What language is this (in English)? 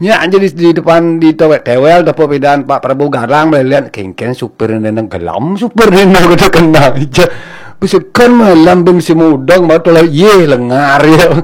Balinese